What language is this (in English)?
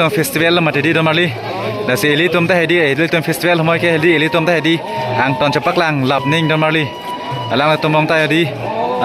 Karbi